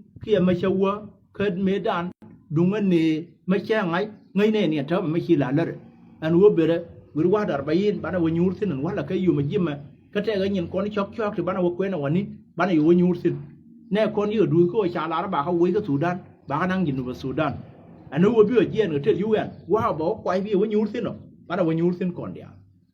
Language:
Nuer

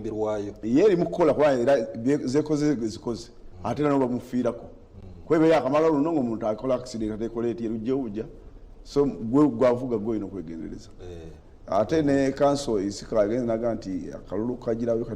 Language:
Ganda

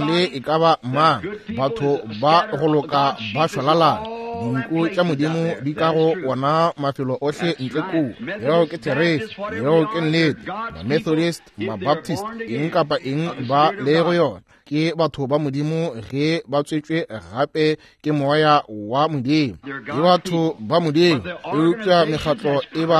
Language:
Northern Sotho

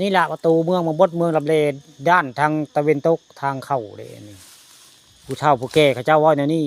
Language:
Northeastern Thai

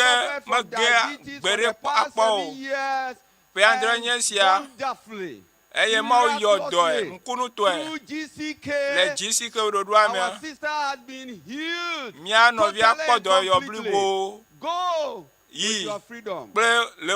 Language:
Ewe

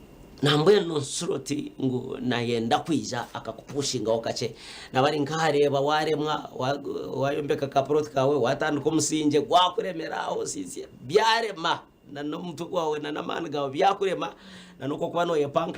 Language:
Nyankole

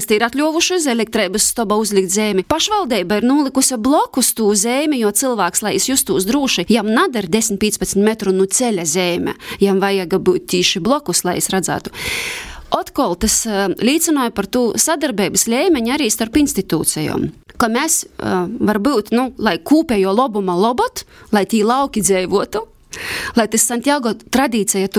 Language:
Latvian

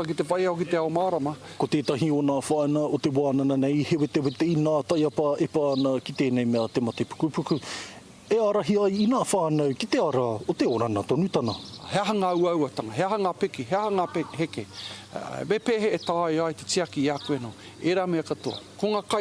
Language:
Māori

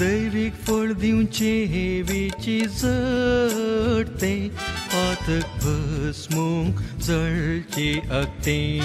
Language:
Konkani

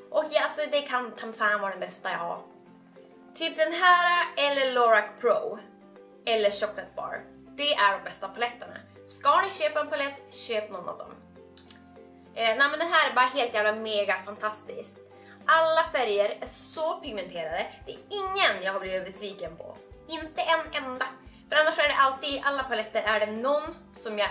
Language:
Swedish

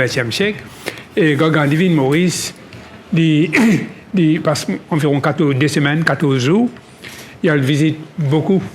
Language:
Morisyen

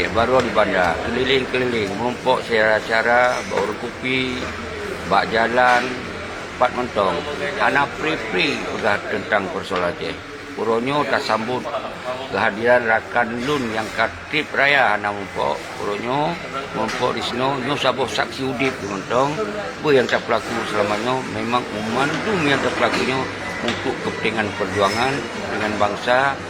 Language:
Achinese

